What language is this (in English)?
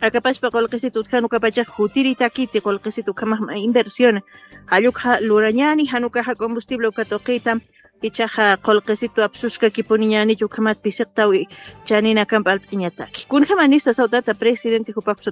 Aymara